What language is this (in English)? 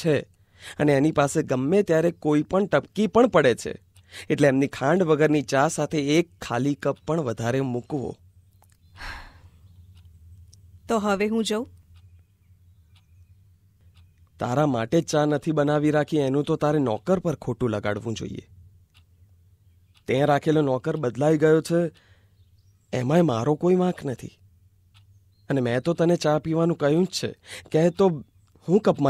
Gujarati